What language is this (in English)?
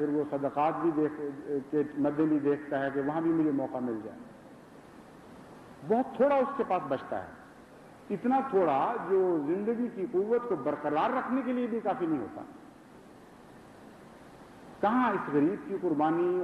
Urdu